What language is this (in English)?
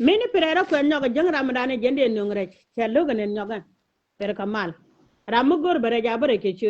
Nuer